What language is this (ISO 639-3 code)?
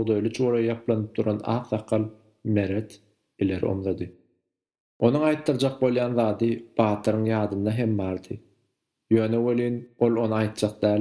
tuk